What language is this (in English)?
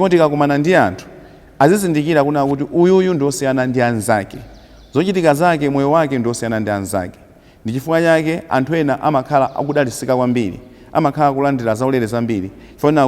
Nyanja